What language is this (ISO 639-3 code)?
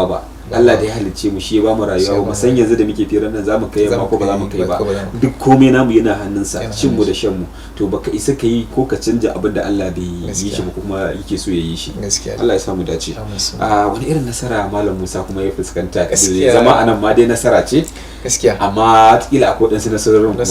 hau